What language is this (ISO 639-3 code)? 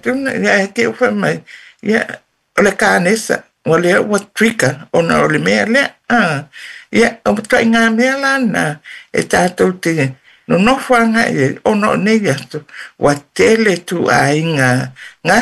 smo